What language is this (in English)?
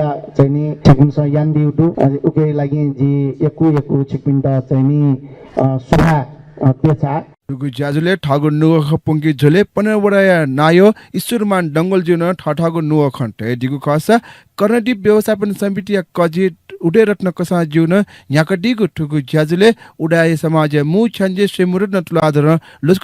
Newari